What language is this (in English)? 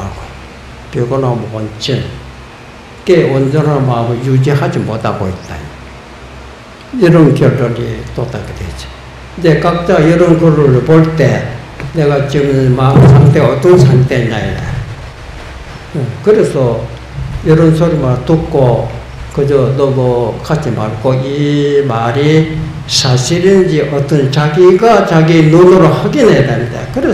Korean